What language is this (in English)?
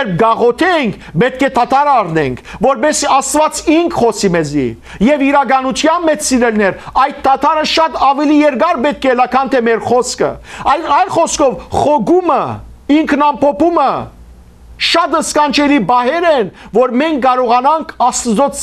Western Armenian